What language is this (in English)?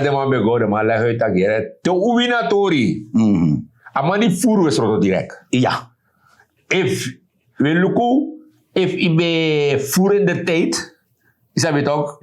Sranan Tongo